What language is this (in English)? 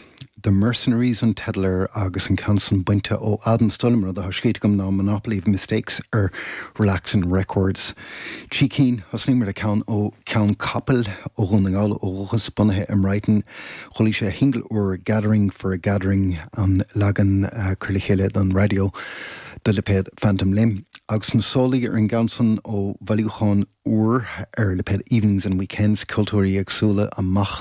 Irish